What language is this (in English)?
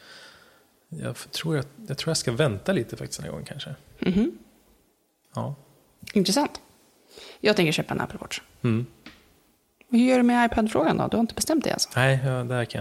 Swedish